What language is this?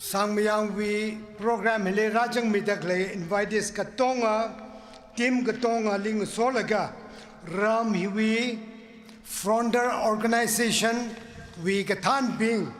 Tangkhul Naga (India)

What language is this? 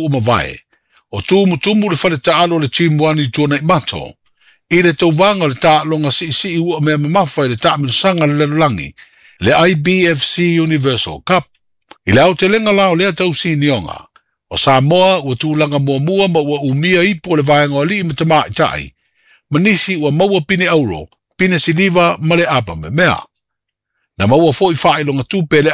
Samoan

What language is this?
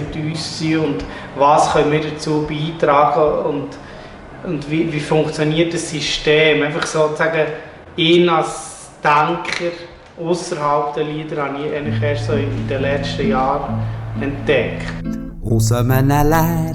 Swiss German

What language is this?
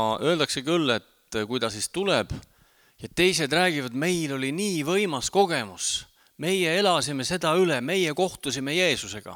Estonian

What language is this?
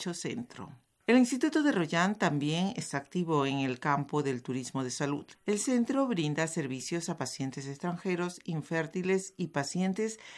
Spanish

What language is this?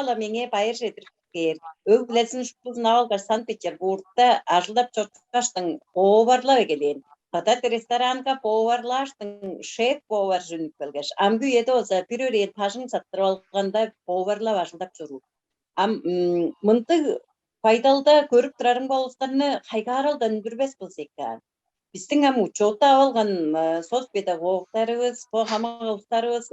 Tuvinian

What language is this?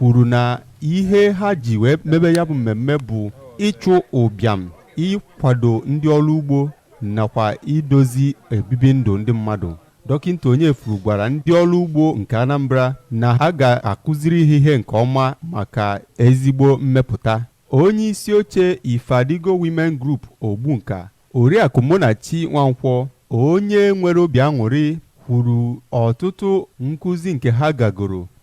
Igbo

